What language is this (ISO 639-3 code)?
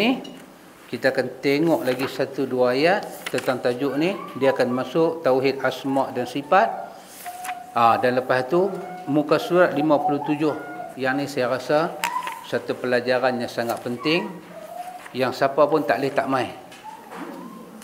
msa